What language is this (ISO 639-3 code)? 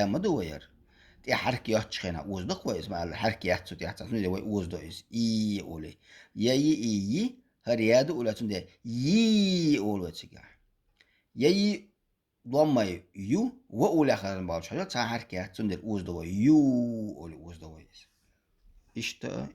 che